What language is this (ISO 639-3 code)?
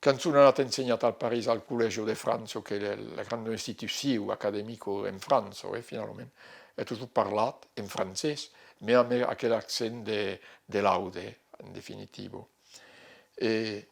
oci